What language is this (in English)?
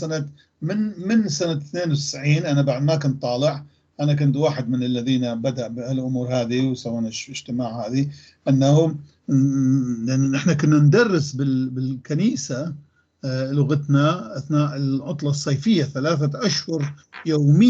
North Levantine Arabic